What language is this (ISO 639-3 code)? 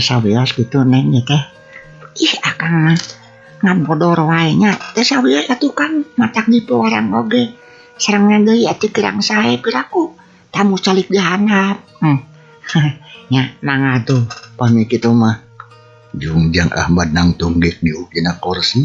sun